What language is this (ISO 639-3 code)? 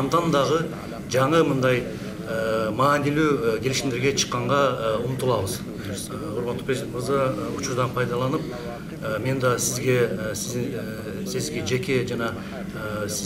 kir